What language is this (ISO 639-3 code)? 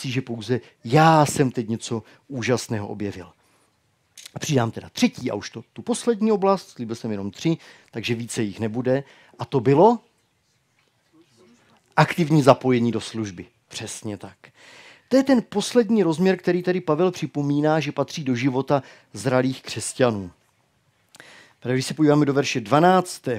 ces